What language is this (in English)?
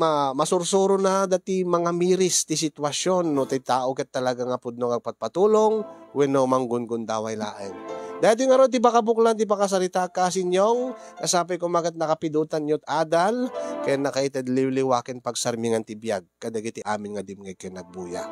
Iloko